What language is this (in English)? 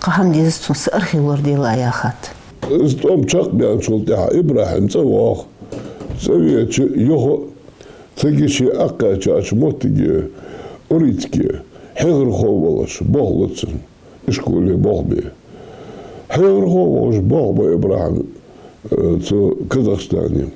Ingush